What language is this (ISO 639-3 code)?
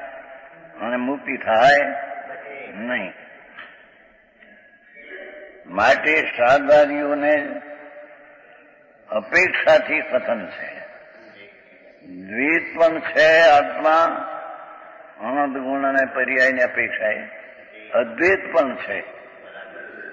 guj